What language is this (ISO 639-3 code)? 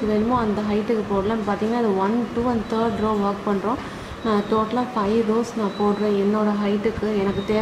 tam